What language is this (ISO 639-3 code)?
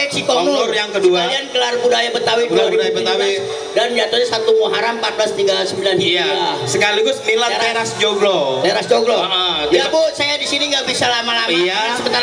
bew